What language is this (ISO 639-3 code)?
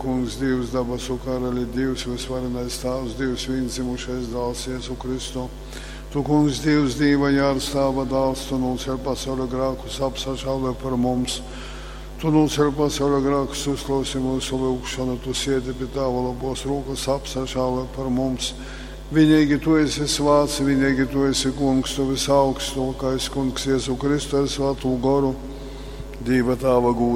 ltg